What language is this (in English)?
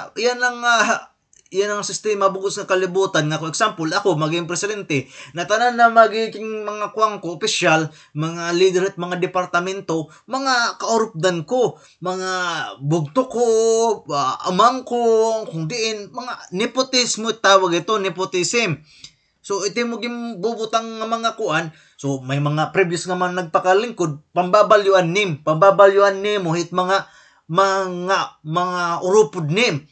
Waray